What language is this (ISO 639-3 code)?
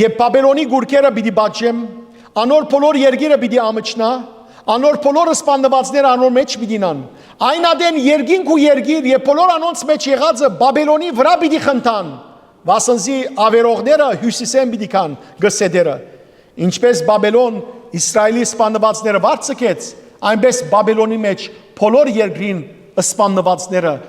hyw